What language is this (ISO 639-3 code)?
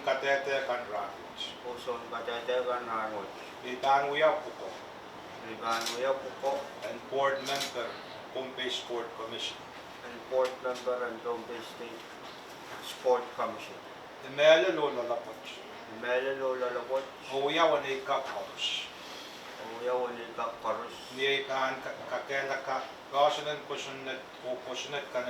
pon